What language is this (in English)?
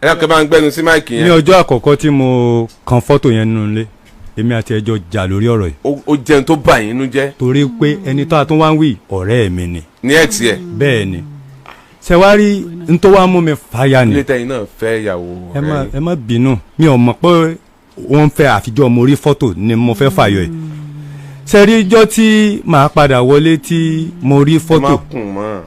Yoruba